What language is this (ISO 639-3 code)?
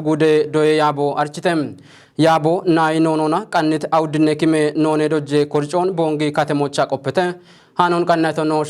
kbr